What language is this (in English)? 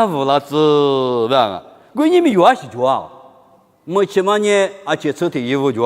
Lisu